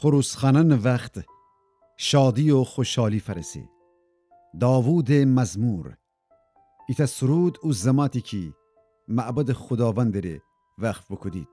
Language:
Gilaki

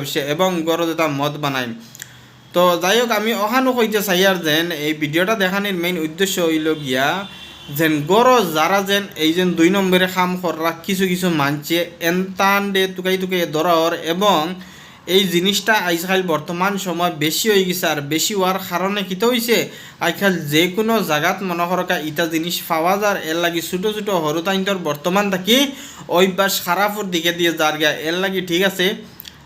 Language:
Sylheti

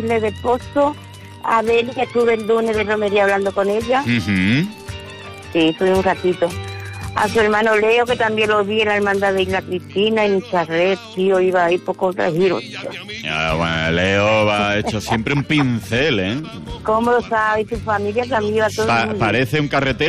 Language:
Spanish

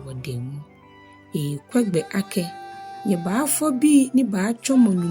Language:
Ga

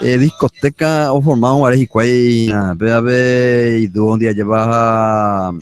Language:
Guarani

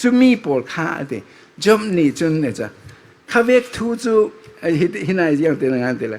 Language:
Falam Chin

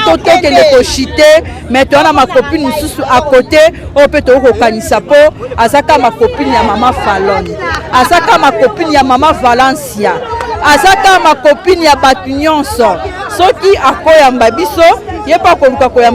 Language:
Lingala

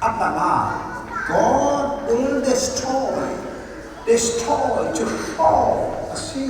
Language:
Hakha Chin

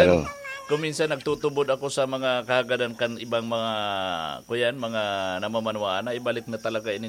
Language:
Bikol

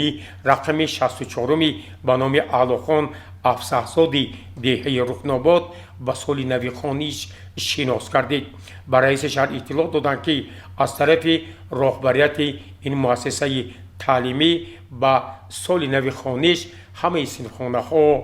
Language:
Tajik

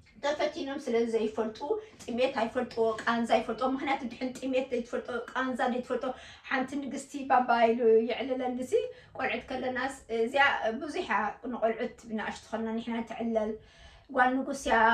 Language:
Tigrinya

